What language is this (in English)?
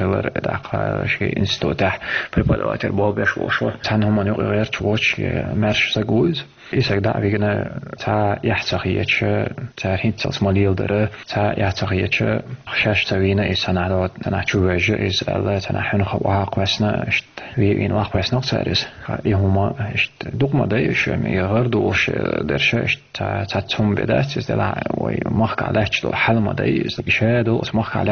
Chechen